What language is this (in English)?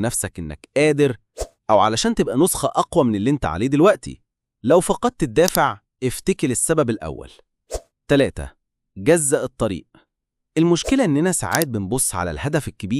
Egyptian Arabic